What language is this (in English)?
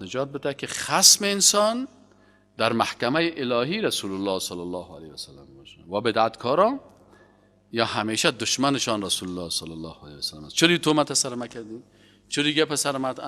Persian